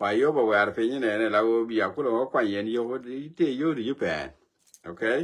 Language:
Nuer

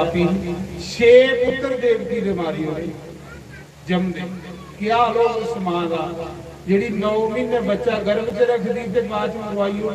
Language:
Dogri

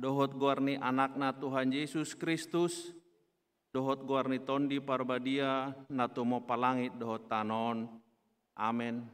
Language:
Batak Toba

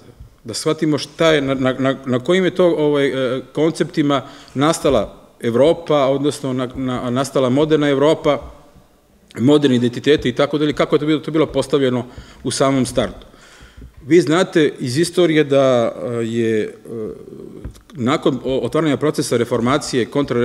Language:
Serbian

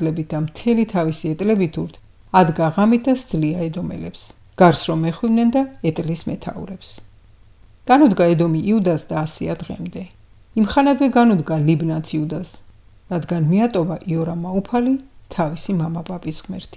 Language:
Georgian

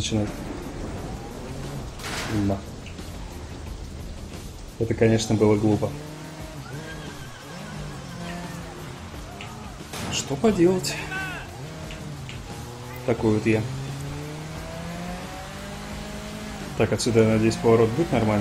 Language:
Russian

